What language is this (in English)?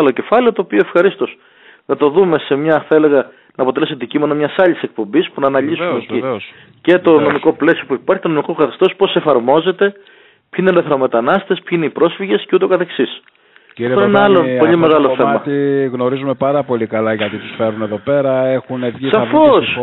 Greek